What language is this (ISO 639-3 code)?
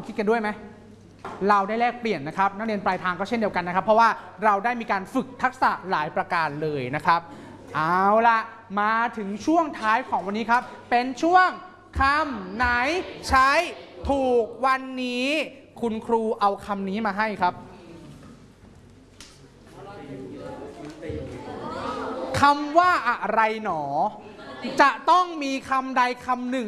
tha